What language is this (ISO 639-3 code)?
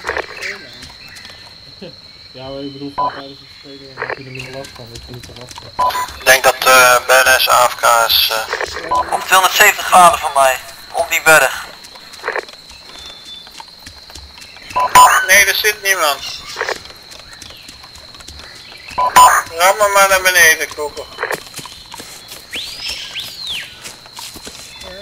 nld